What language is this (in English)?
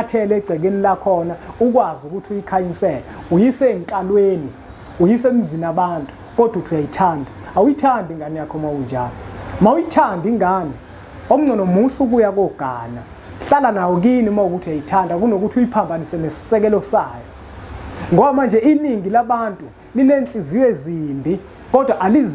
Zulu